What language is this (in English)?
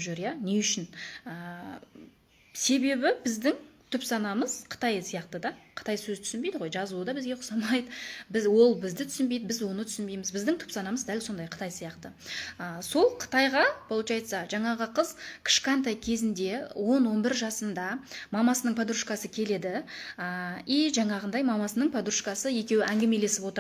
Kazakh